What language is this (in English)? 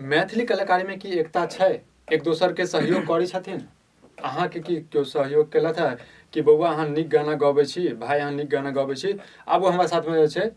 Maithili